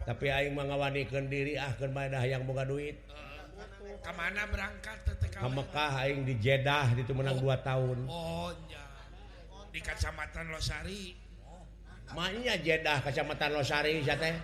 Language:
Sundanese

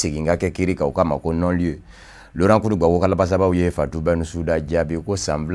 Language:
Bambara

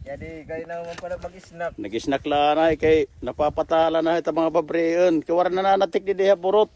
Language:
Waray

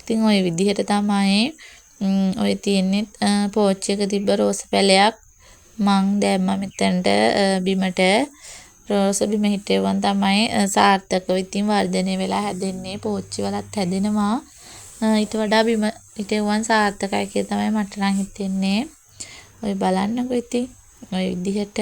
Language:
Sinhala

